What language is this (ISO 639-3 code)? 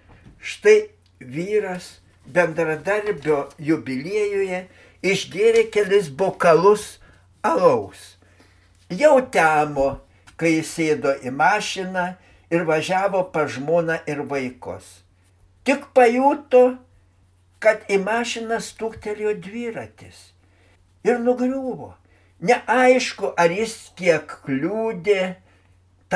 lit